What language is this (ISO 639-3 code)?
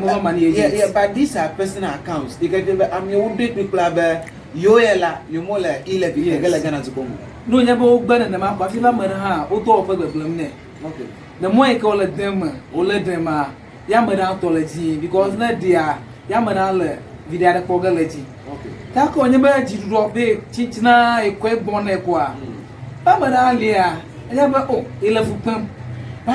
ewe